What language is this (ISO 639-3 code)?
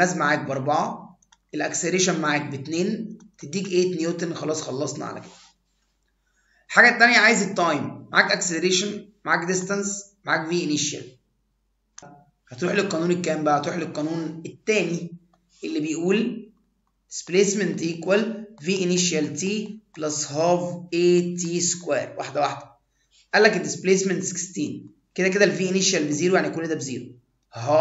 arz